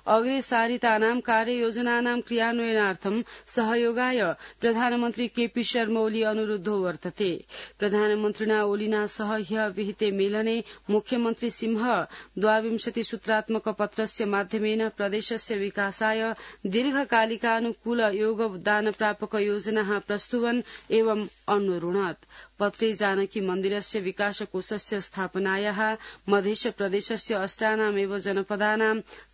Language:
Sanskrit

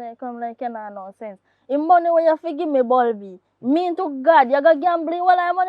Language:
Jamaican Creole English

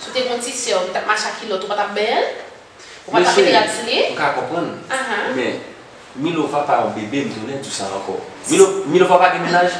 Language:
Haitian Creole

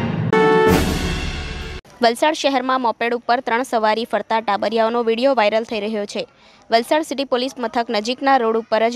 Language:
Gujarati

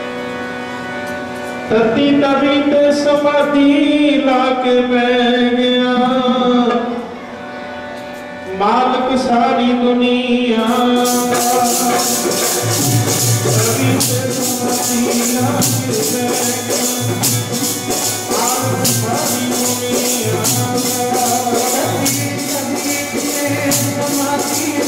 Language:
Punjabi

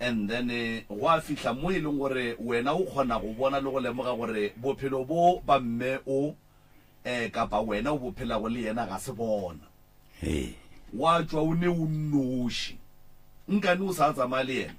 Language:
Northern Sotho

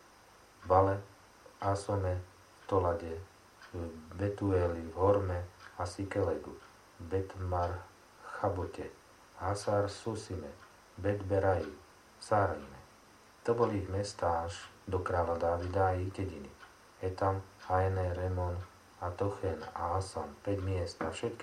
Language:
Slovak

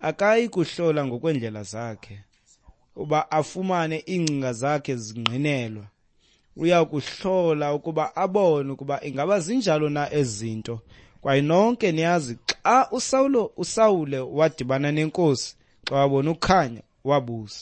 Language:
Xhosa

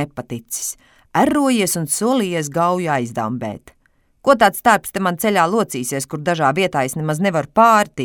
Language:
Latvian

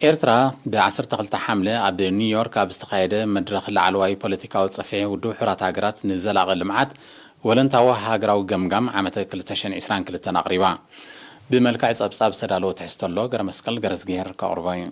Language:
Tigrinya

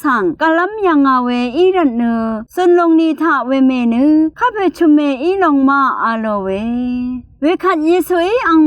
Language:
Rawang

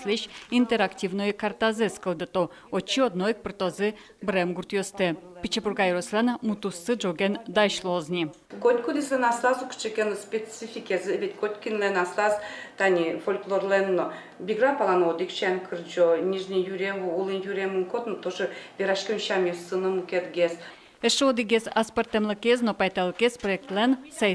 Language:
Udmurt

